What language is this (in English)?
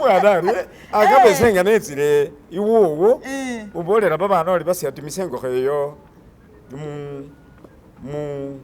Masaaba